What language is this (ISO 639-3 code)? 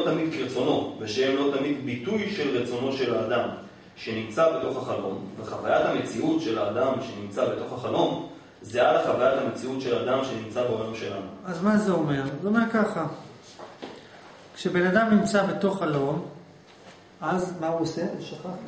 heb